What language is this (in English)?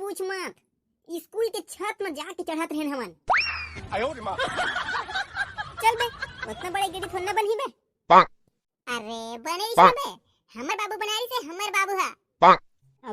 Chhattisgarhi